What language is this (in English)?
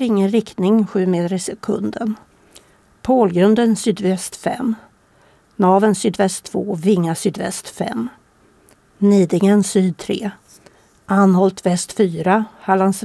Swedish